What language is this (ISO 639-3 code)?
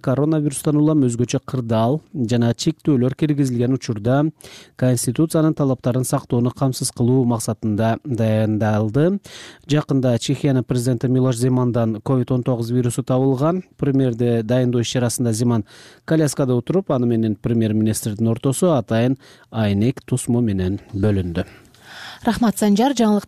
kir